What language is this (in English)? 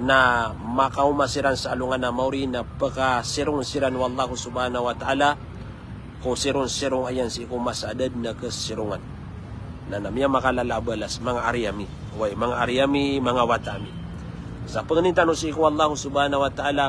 Maranao